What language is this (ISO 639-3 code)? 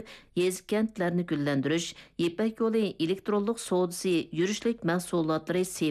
uig